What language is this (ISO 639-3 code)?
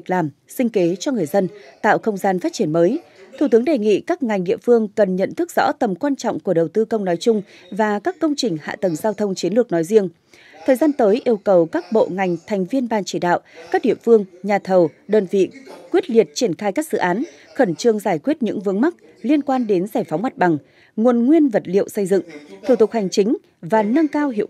vie